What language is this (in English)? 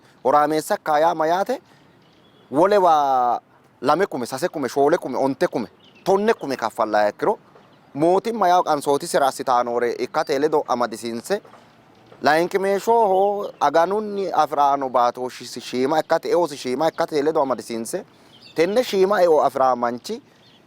Sidamo